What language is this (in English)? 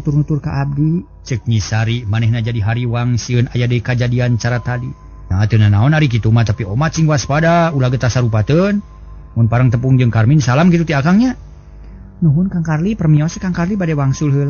Sundanese